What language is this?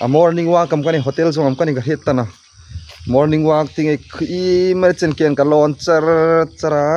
Hmar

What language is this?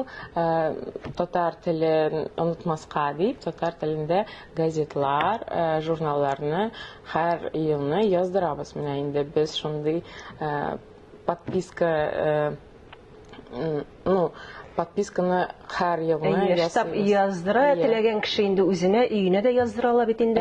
Tatar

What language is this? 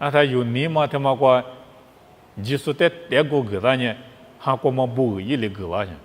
Lisu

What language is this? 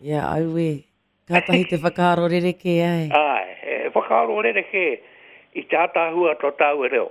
Māori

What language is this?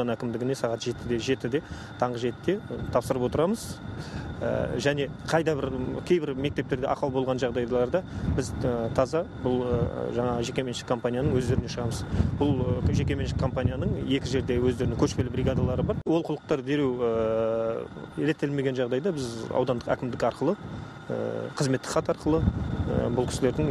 Kazakh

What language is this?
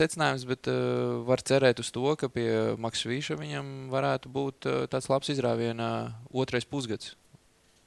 Latvian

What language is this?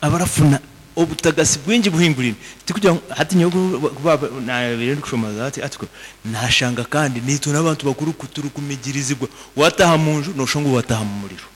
Nyankole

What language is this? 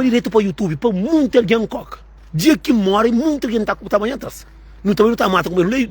Kabuverdianu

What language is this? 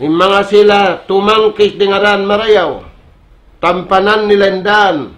Tausug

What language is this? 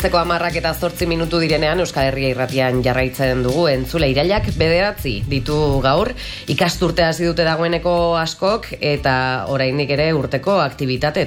Basque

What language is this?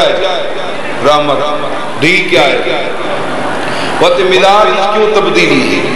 Urdu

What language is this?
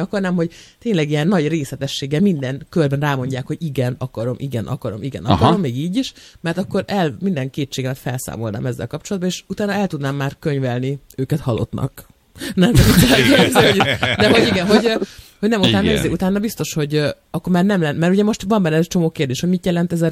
Hungarian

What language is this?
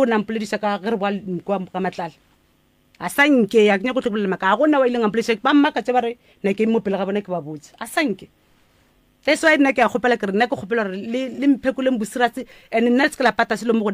Northern Sotho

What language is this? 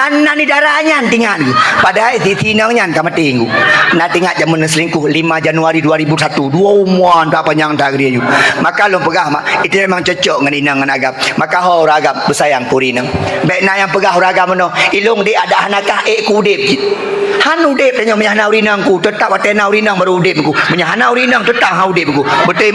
Achinese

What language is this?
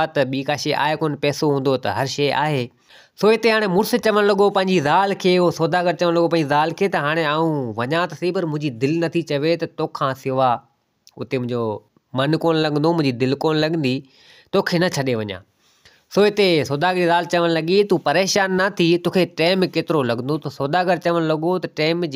Sindhi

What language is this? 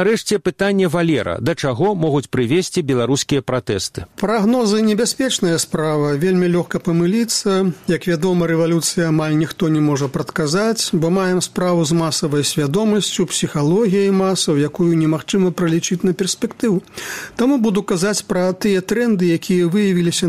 Belarusian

